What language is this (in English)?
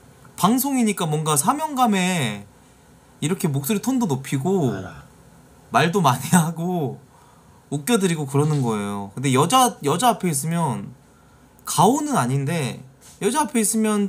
Korean